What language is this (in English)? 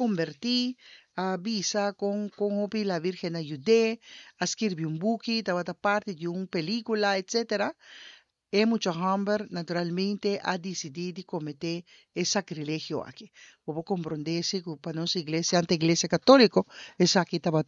Papiamento